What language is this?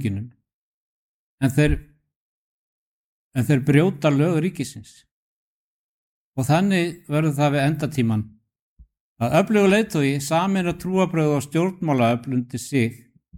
Icelandic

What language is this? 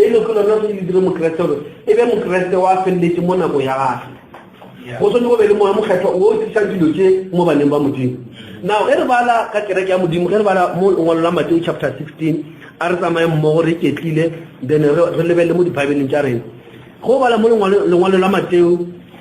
Northern Sotho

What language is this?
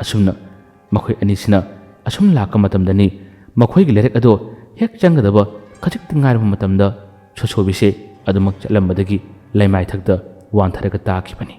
Manipuri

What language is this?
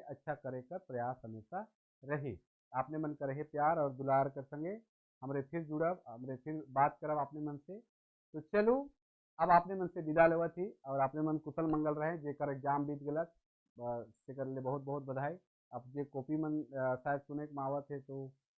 Sadri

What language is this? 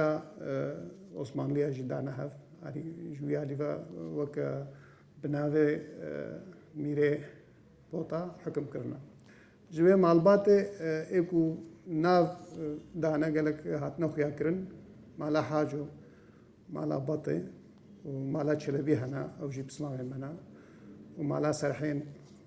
Kurdish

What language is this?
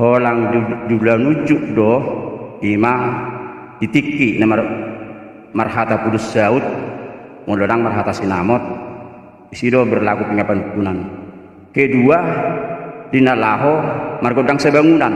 Batak Toba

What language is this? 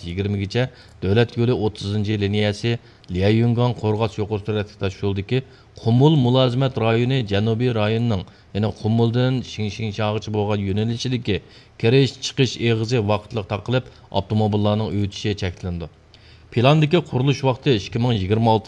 Uyghur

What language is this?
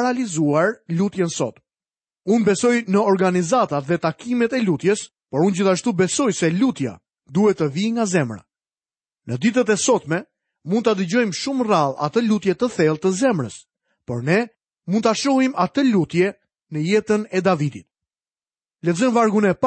Albanian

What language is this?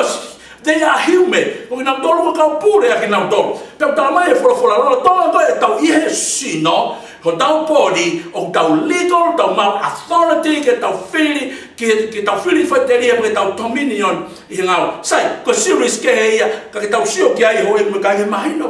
Tongan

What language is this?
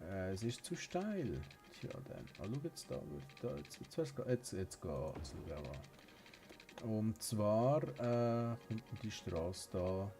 Swiss German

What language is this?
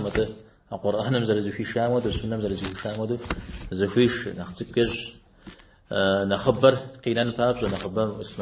Kabardian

